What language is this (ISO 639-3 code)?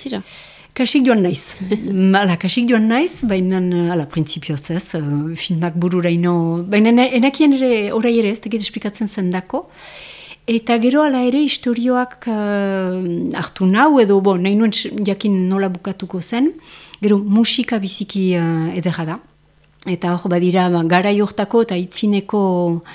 eus